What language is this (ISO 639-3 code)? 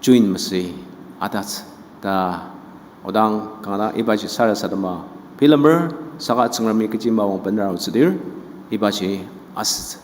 njo